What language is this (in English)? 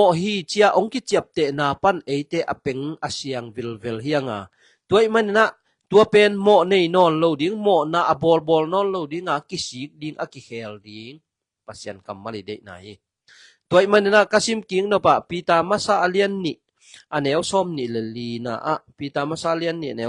Tedim Chin